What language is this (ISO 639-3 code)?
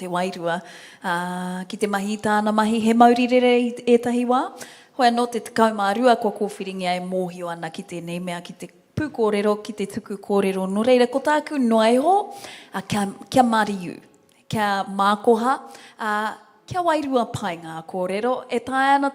mri